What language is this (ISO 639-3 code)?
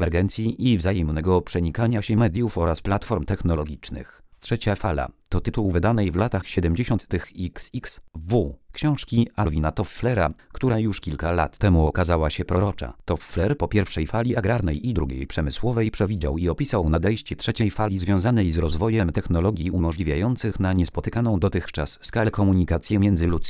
pol